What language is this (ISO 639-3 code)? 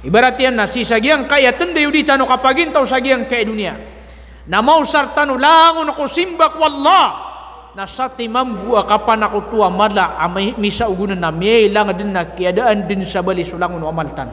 mrw